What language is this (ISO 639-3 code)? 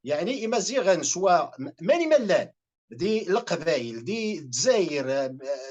kab